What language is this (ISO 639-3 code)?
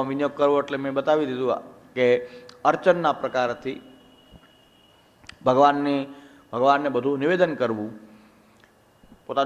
guj